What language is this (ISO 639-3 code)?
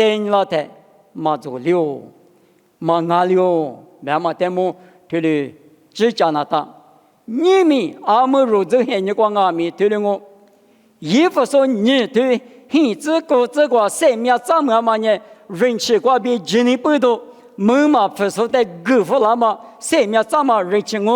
lis